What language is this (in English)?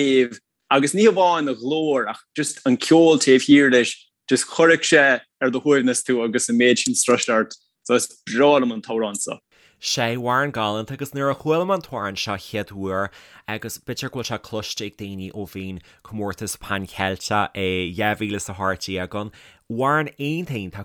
Irish